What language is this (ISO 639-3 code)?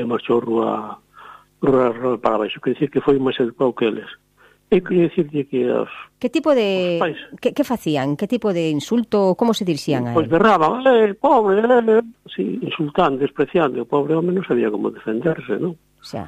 glg